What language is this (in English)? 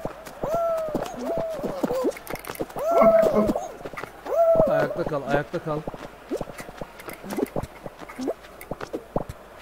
Turkish